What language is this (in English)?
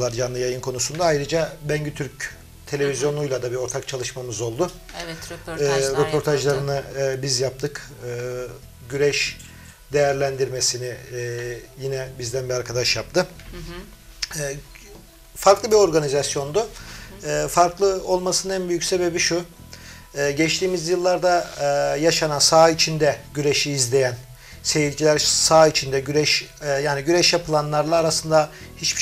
Turkish